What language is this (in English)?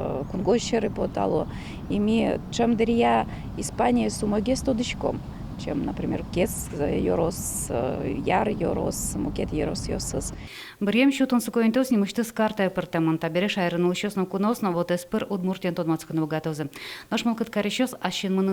Udmurt